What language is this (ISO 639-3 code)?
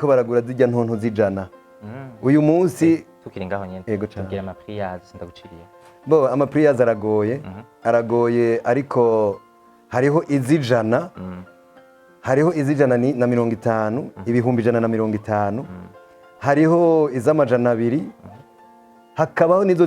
run